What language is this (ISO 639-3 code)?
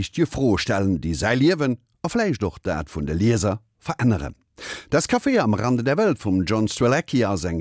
ltz